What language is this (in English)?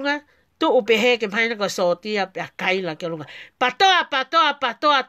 Tongan